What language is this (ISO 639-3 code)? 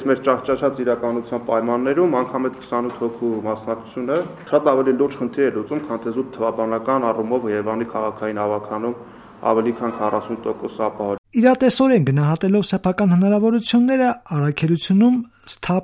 hye